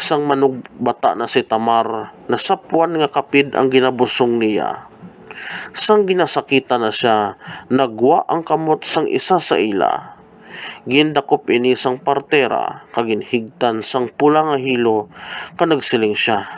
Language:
Hiligaynon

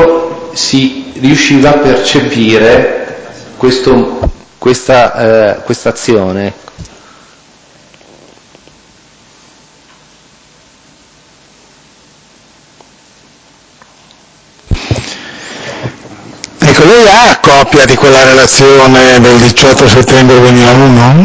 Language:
Italian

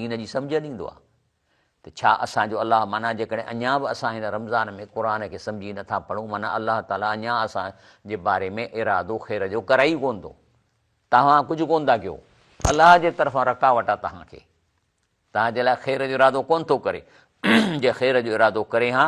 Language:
Sindhi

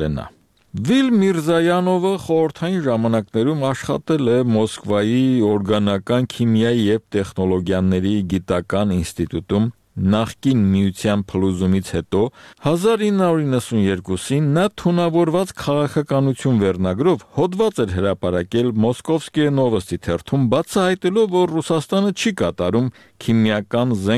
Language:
Armenian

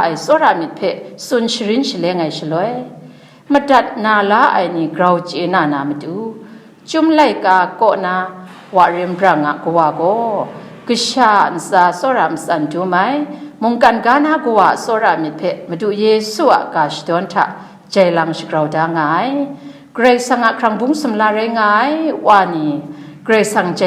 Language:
Kachin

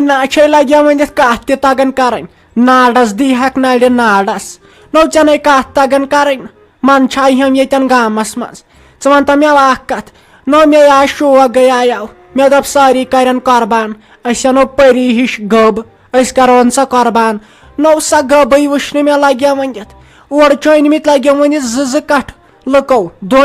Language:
Kashmiri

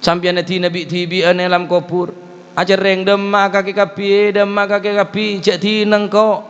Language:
Madurese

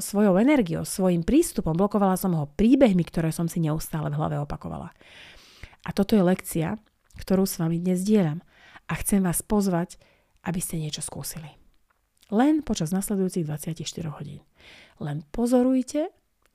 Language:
Slovak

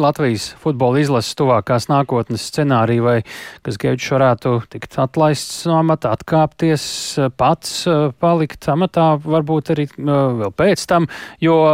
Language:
Latvian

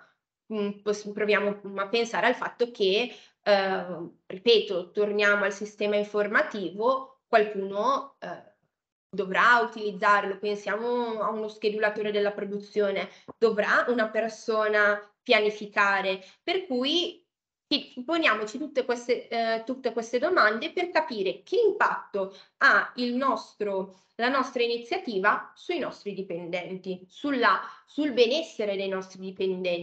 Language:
Italian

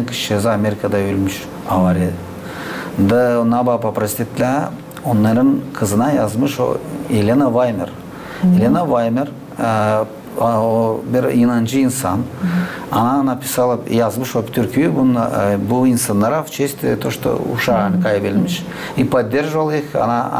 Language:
Gagauz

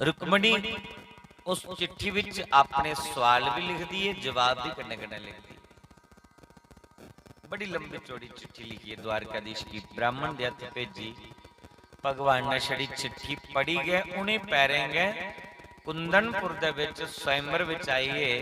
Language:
Dogri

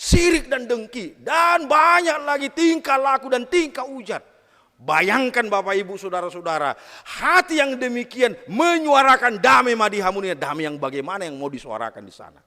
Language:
Batak Toba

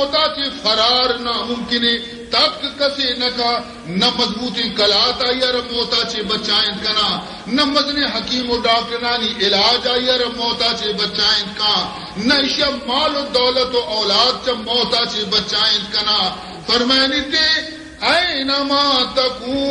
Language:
Baluchi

